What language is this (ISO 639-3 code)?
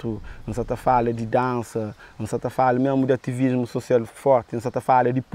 kea